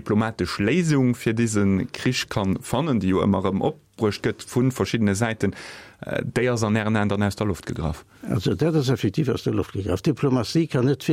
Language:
Luxembourgish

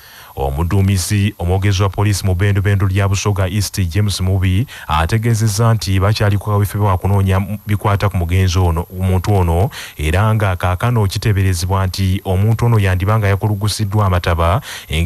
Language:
Ganda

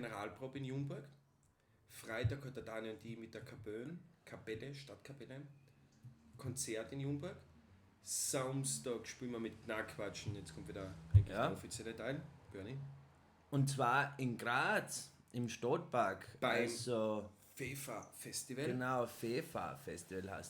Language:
Bavarian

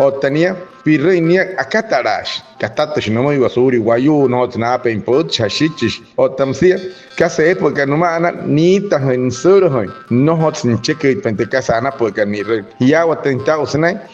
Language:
Wayuu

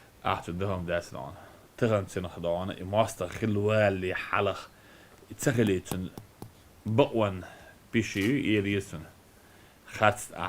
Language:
Chechen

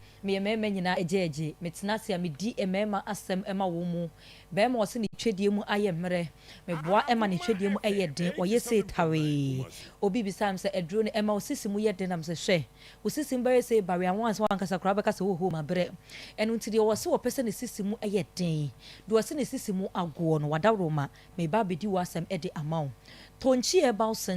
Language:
Akan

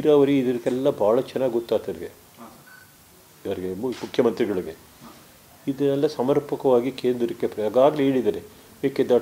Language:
Kannada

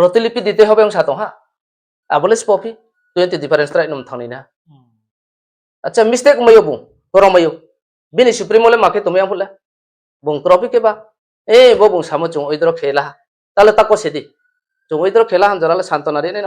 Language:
Riang (India)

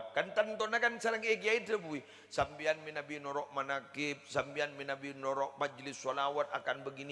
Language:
Madurese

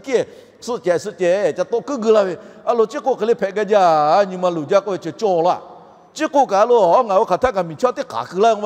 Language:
Lahu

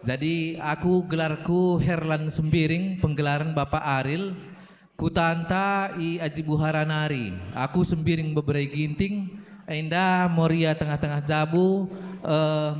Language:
Batak Karo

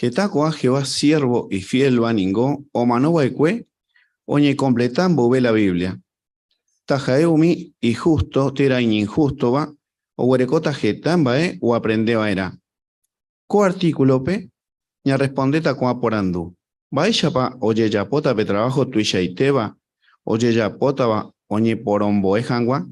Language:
Guarani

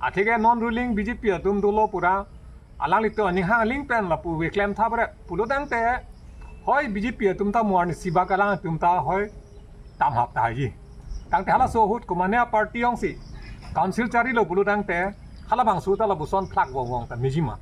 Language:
Karbi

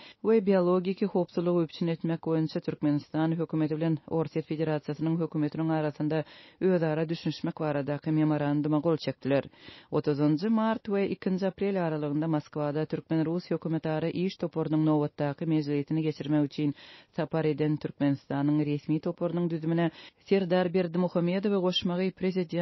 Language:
Turkmen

